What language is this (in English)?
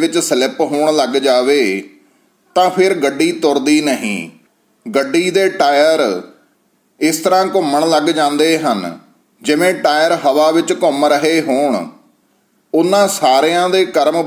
Punjabi